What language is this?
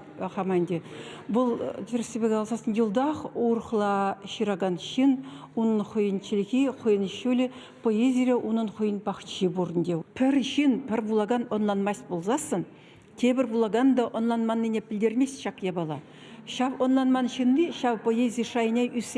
Chuvash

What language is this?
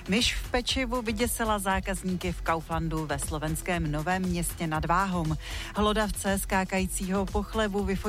Czech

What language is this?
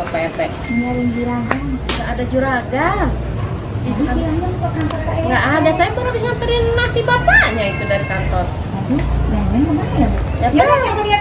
Betawi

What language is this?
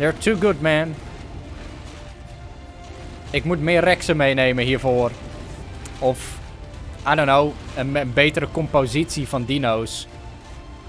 Dutch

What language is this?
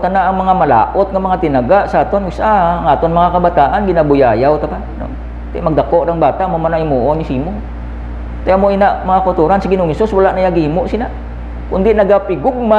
Hiligaynon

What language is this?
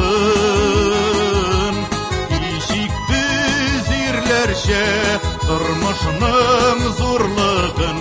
Tatar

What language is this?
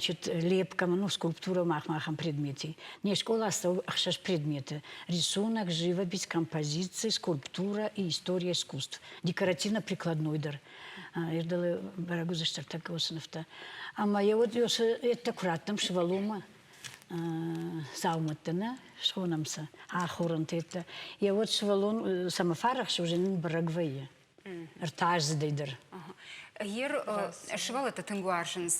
Ossetic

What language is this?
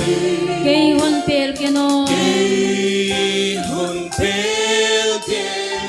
Paite Chin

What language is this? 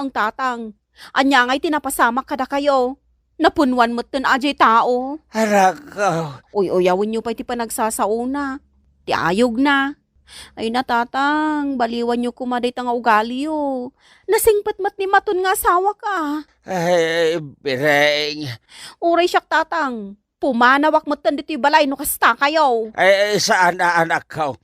Iloko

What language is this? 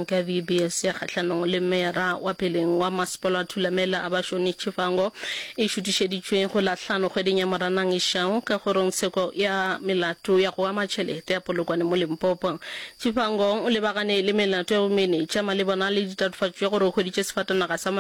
Northern Sotho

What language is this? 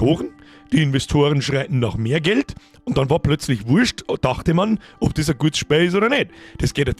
Bavarian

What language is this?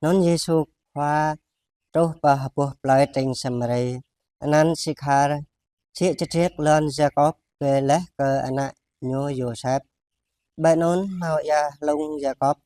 Jarai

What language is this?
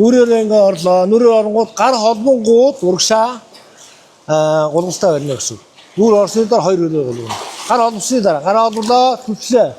Mongolian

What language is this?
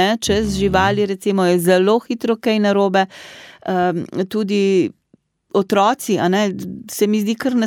Slovenian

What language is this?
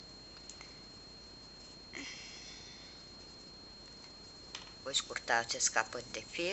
Romanian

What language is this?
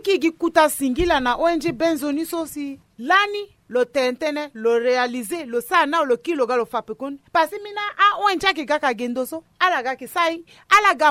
Sango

